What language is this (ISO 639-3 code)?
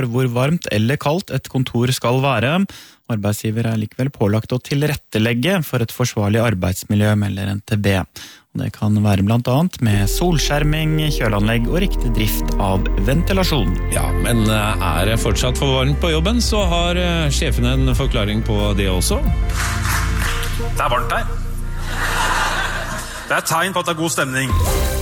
nor